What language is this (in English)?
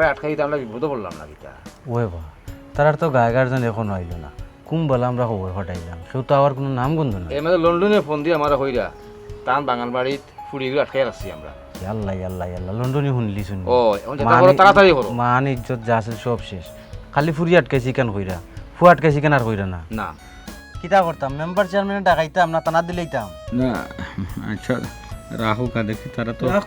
Sylheti